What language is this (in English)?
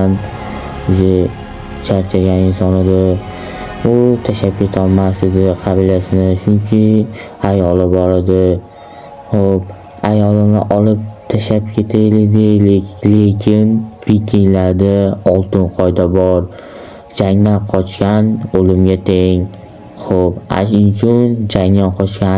Uzbek